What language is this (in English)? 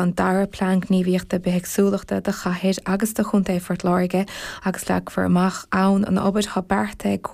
Irish